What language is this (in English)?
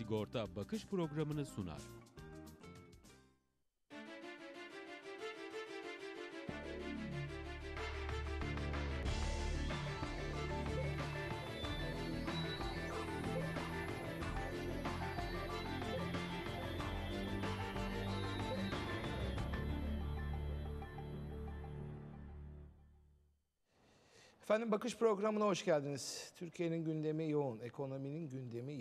Turkish